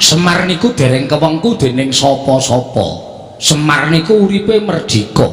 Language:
Javanese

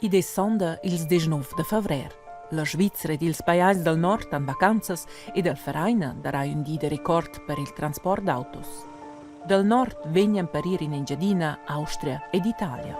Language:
Romansh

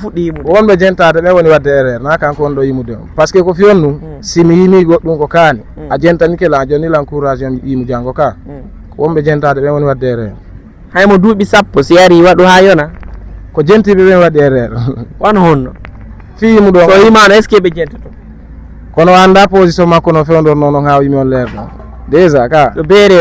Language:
Fula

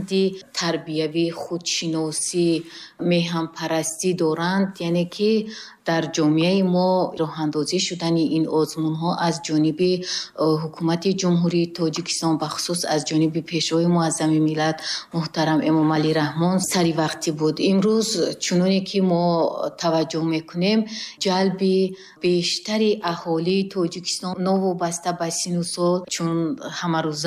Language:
Tajik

